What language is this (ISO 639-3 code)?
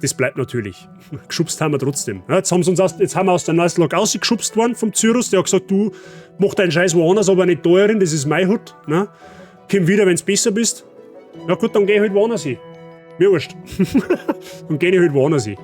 bar